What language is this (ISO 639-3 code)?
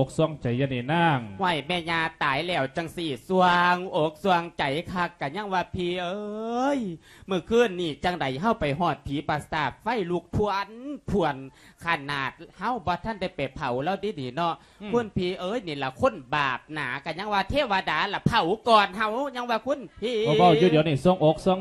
lao